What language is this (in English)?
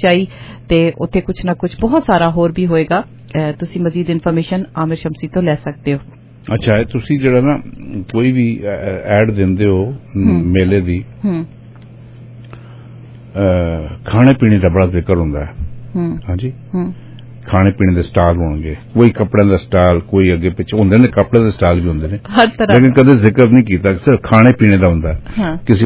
Punjabi